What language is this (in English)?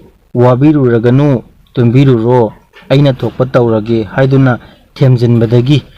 Manipuri